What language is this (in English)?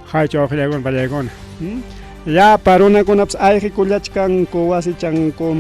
Ayacucho Quechua